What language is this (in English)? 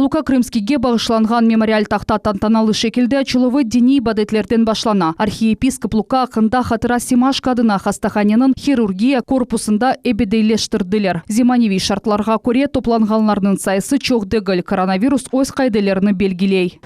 Crimean Tatar